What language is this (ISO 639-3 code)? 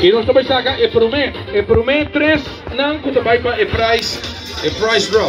pap